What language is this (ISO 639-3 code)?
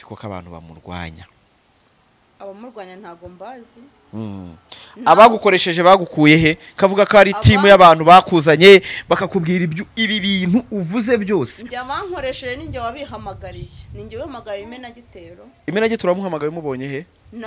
kin